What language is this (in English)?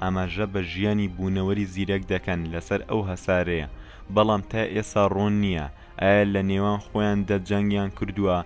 Central Kurdish